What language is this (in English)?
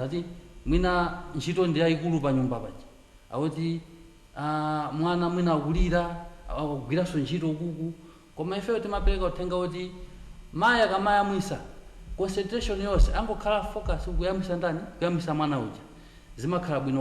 Nyanja